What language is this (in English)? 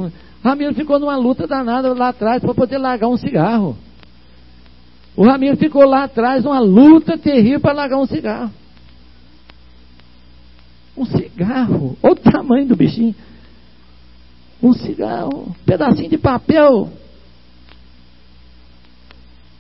Portuguese